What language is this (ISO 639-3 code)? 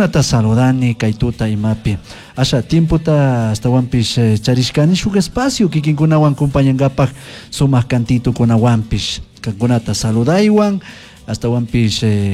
qug